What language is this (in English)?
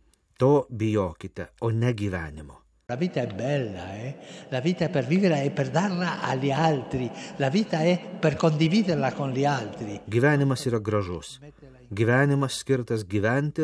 Lithuanian